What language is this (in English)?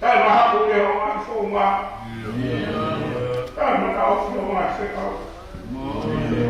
Tongan